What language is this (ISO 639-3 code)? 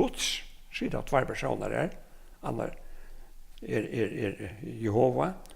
fao